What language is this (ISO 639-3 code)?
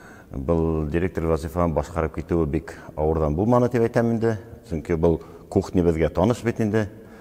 bak